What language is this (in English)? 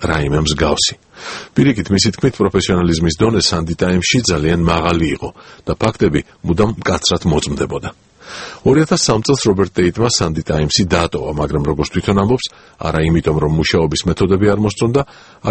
Georgian